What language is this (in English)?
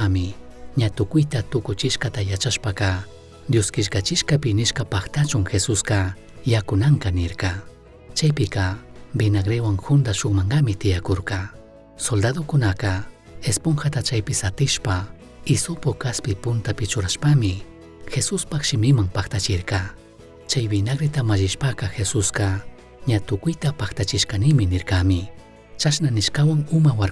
Chimborazo Highland Quichua